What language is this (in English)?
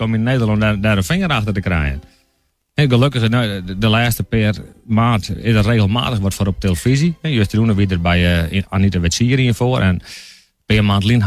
Western Frisian